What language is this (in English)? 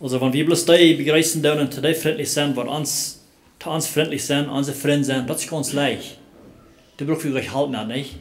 Plautdietsch